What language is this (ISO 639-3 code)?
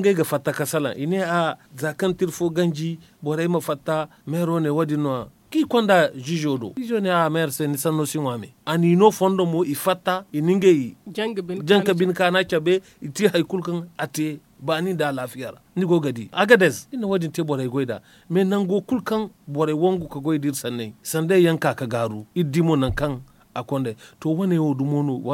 dje